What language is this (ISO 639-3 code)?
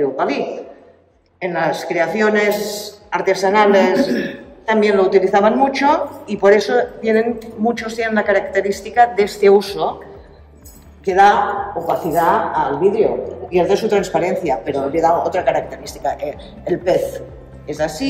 spa